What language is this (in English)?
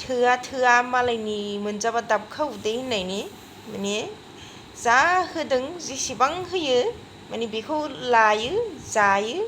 Bodo